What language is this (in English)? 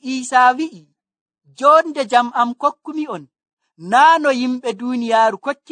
Nigerian Fulfulde